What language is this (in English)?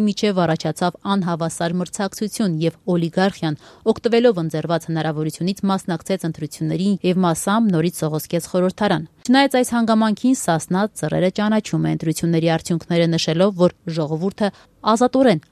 Armenian